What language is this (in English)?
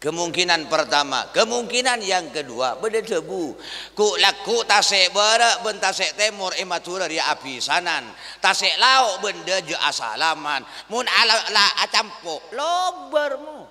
Madurese